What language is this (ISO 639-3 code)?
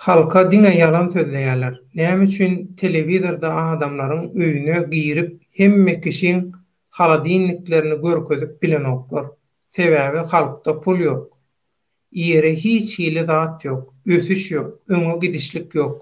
tuk